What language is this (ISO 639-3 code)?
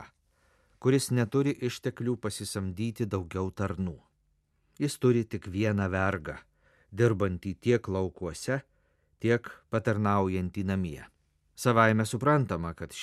lit